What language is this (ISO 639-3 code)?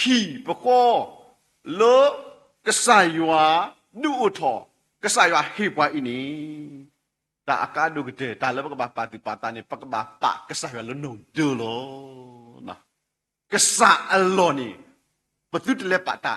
ksw